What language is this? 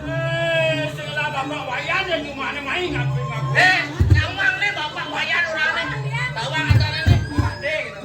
Balinese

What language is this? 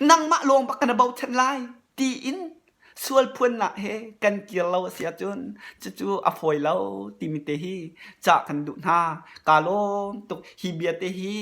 Hakha Chin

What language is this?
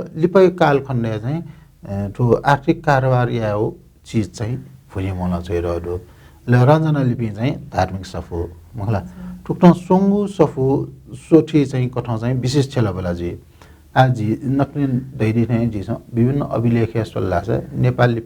Newari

